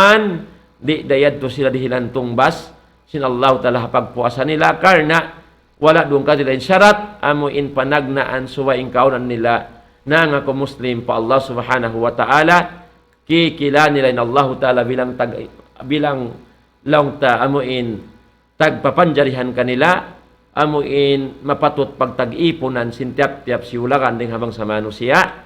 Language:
Tausug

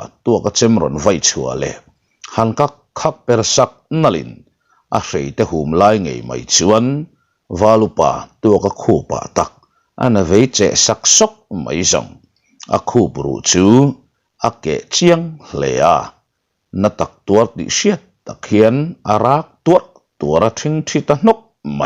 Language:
Mizo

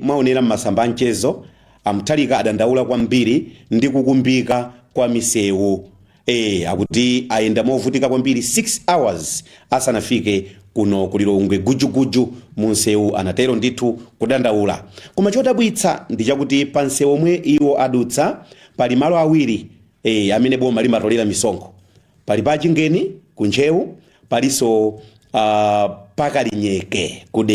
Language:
Nyanja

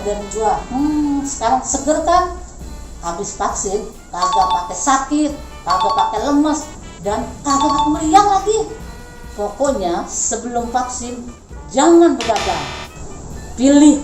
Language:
Betawi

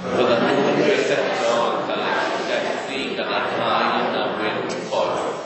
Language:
Welsh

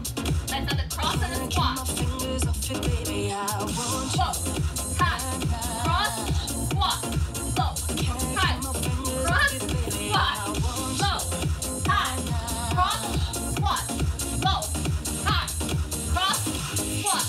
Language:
English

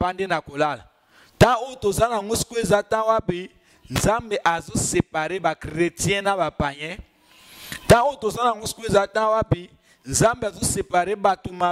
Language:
Lingala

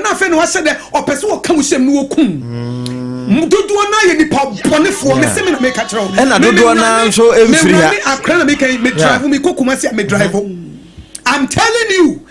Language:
Akan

